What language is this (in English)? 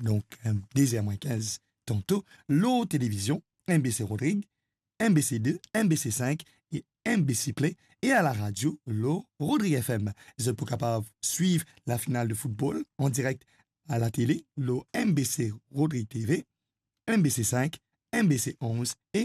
Morisyen